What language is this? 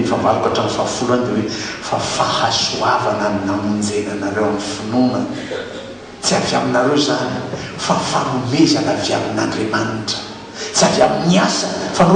Malagasy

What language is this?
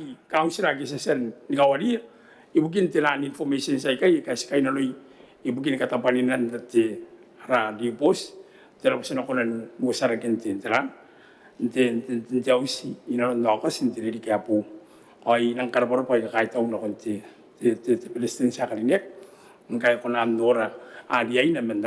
Gilbertese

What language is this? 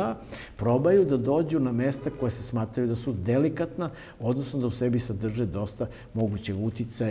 Serbian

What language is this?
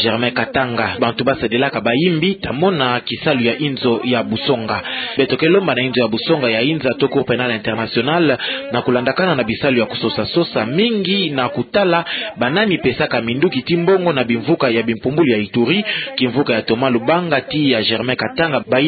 Kituba (Democratic Republic of Congo)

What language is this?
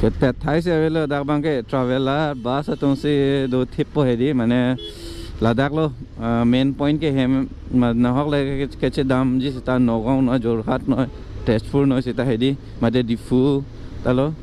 Karbi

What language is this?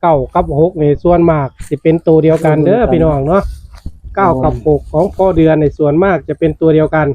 Northeastern Thai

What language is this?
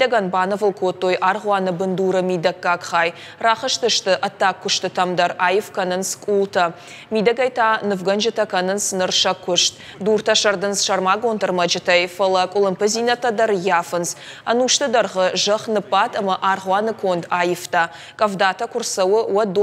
Ossetic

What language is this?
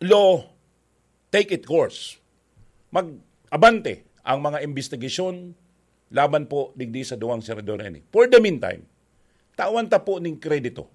Bikol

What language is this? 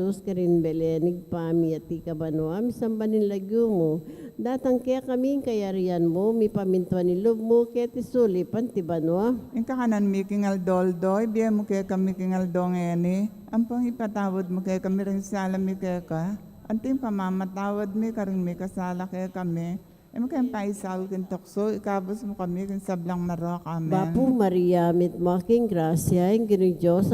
Pampanga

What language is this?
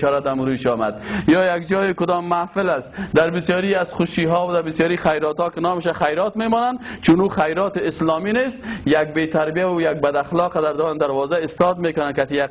Persian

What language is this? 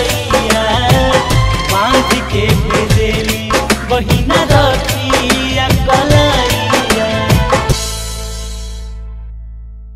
Bhojpuri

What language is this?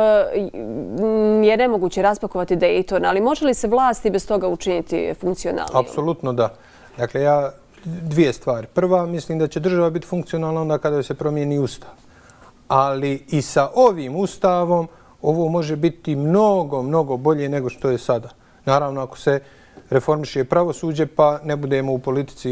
Bosnian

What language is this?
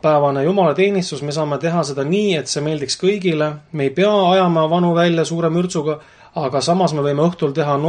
Estonian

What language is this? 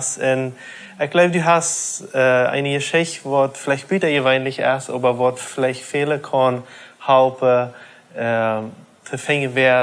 Plautdietsch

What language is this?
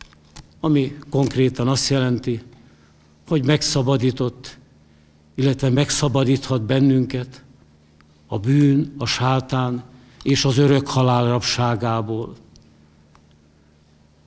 Hungarian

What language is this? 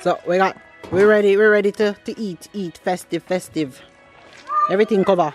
Jamaican Creole English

